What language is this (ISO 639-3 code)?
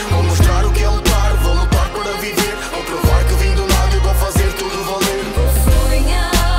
por